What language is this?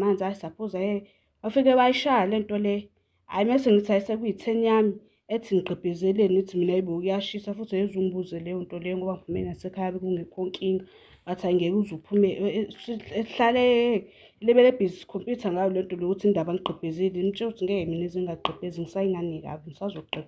Zulu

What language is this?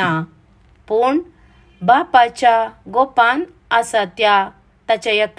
Konkani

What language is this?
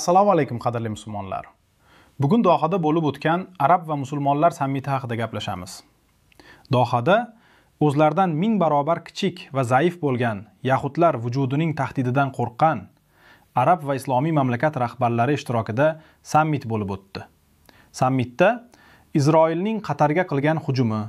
Uzbek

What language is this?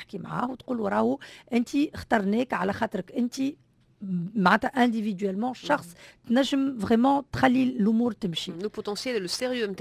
Tunisian Arabic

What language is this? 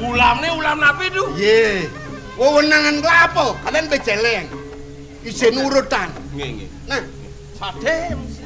Balinese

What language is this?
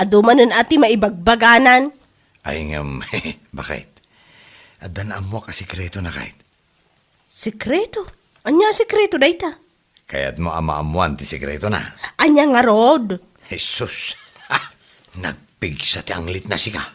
Iloko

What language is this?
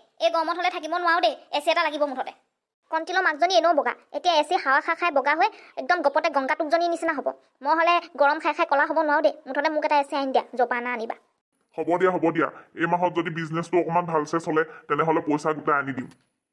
Assamese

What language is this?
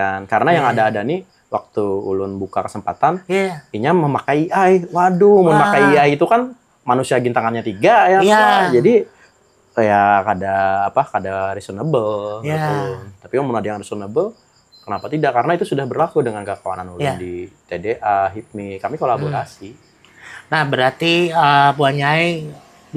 Banjar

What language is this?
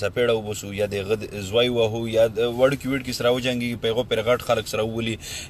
Pashto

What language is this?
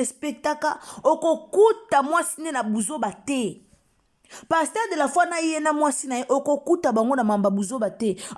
Lingala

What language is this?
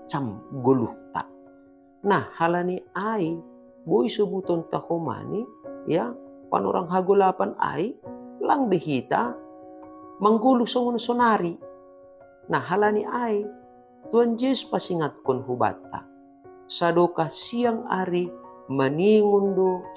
Batak Simalungun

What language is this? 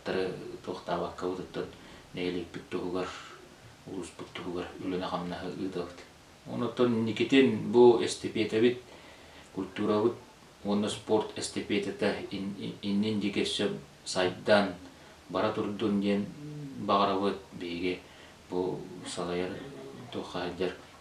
Yakut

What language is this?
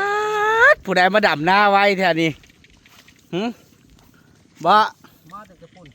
Northeastern Thai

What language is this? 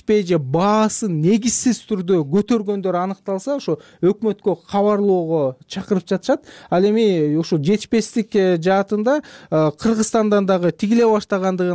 Kyrgyz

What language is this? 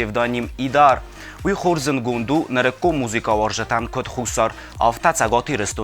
Ossetic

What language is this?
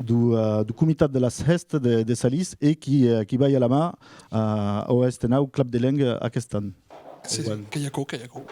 Occitan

